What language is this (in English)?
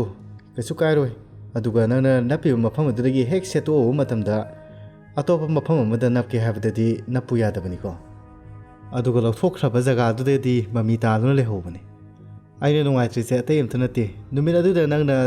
Manipuri